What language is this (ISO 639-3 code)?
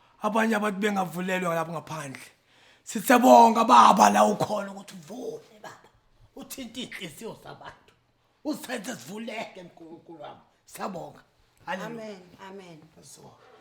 zul